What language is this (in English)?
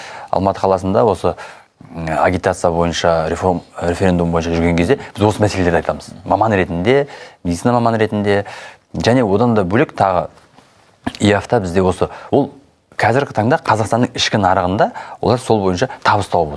Kazakh